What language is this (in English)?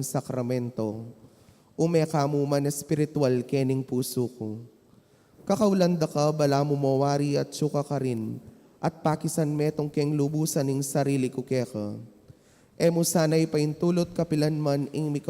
Pampanga